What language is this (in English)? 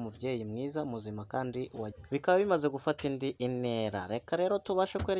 Kinyarwanda